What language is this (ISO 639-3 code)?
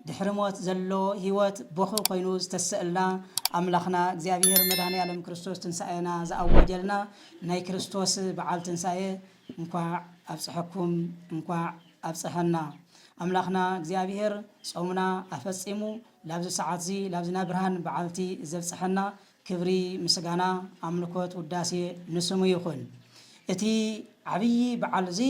tir